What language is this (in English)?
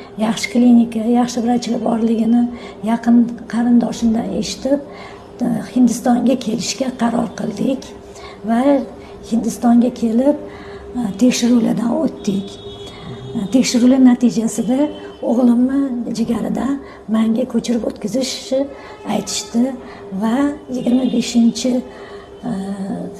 Uzbek